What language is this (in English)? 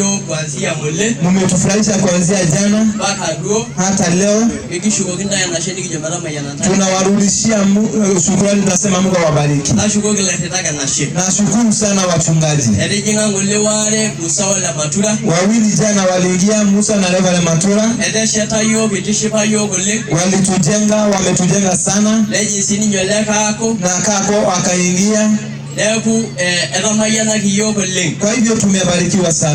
Masai